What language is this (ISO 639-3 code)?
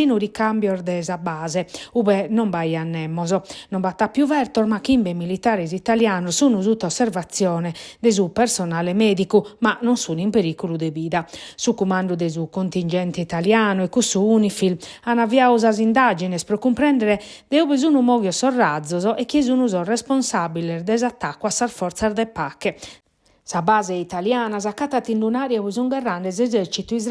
srd